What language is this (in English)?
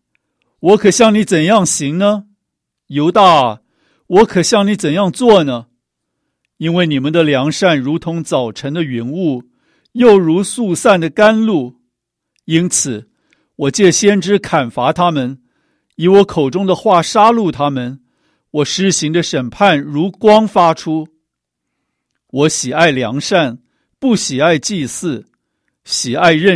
Chinese